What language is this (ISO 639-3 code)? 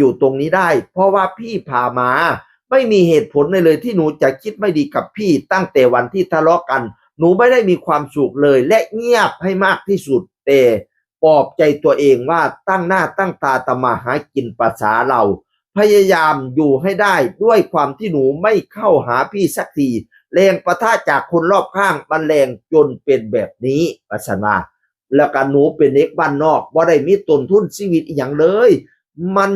tts